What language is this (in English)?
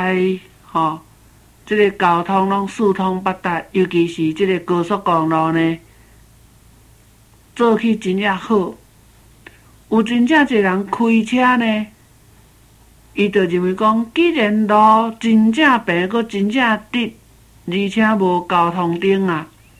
Min Nan Chinese